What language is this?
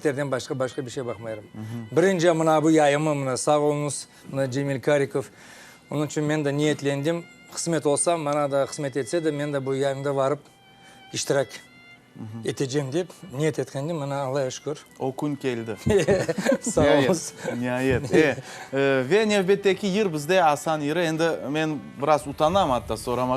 Crimean Tatar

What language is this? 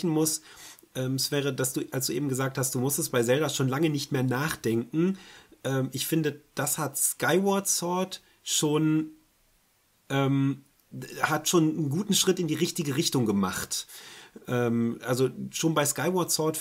German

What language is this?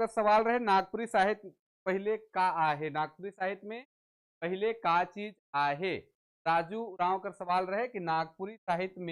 Sadri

